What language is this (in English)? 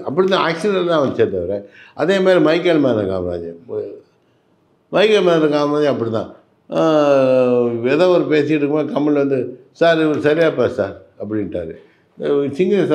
Tamil